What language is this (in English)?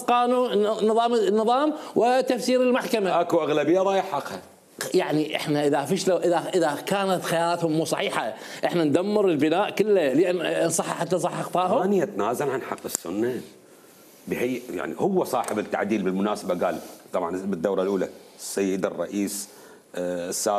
Mesopotamian Arabic